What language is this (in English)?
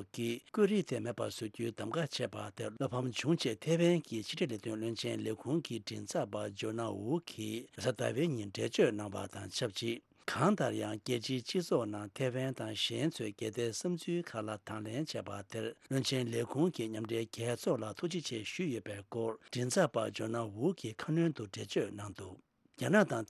Tibetan